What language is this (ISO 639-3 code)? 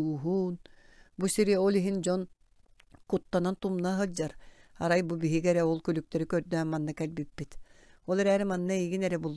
sah